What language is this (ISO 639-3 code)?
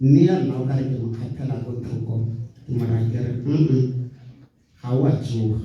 tsn